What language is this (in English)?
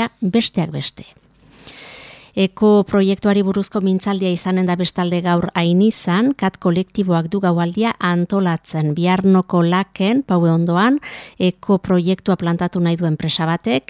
Basque